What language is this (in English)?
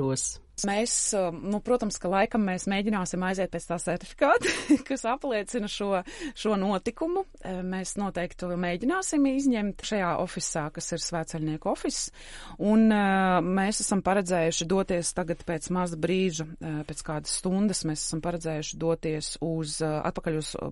Latvian